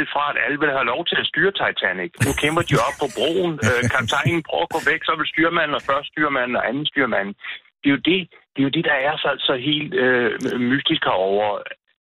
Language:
Danish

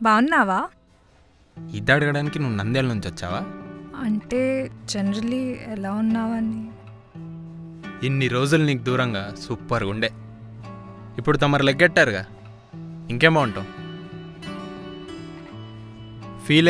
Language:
Telugu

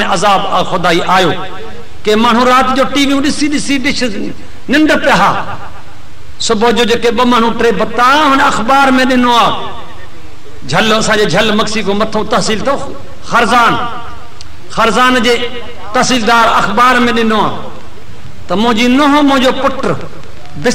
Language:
Sindhi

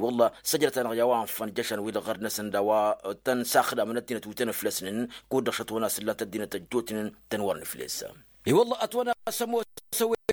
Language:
Tamasheq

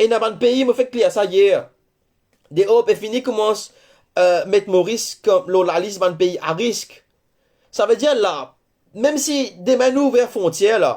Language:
Morisyen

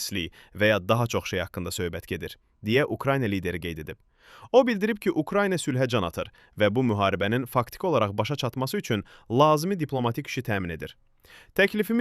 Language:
Azerbaijani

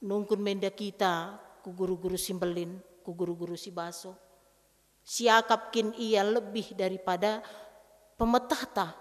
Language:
Batak Karo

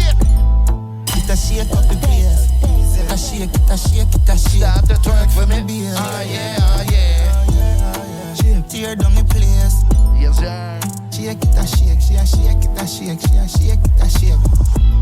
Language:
Jamaican Creole English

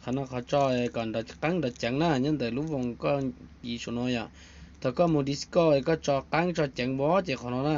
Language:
Hmong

